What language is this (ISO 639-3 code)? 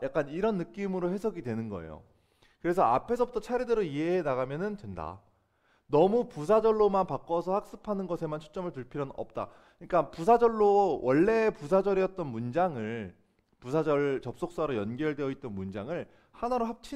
kor